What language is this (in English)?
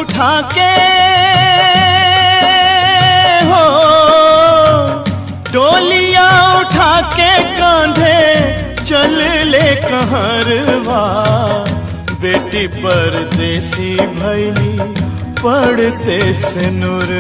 Bhojpuri